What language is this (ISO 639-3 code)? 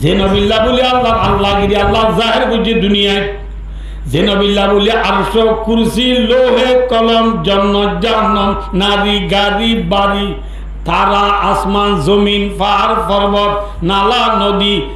rhg